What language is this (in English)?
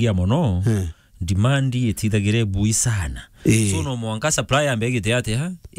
Meru